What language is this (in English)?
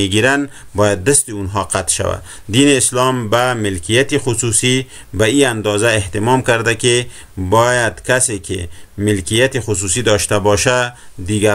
Persian